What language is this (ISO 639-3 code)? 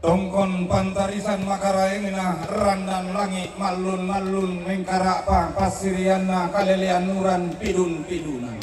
sda